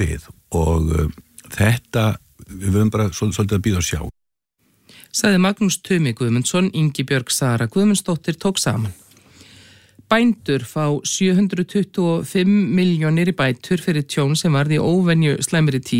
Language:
Icelandic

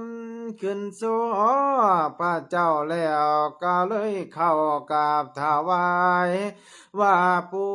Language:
Lao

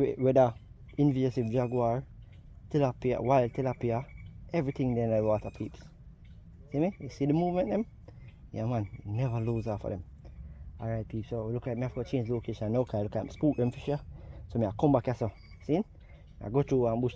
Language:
Jamaican Creole English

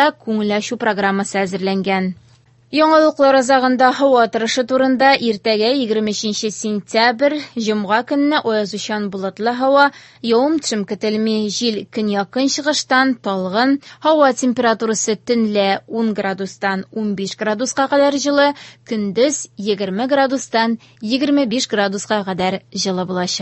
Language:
Tatar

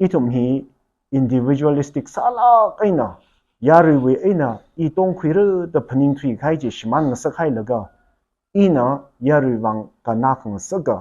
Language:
Tangkhul Naga (India)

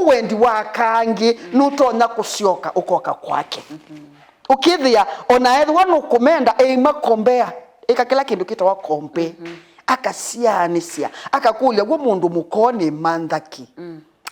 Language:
Kamba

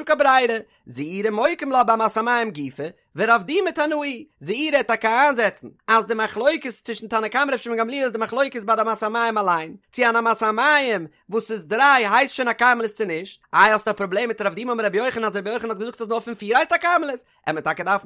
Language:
Yiddish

